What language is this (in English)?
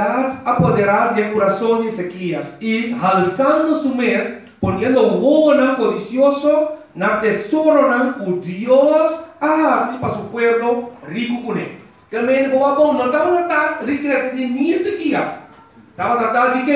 Papiamento